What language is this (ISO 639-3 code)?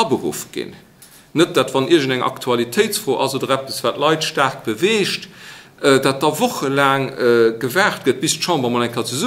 ltz